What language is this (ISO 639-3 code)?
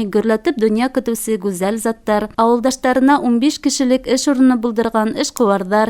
bak